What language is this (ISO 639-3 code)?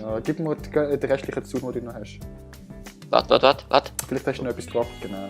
gsw